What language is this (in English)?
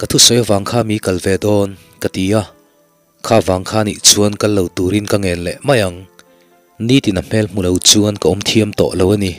Mizo